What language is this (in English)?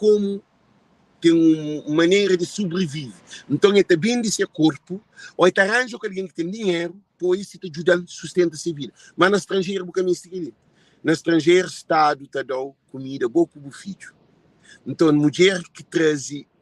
Kabuverdianu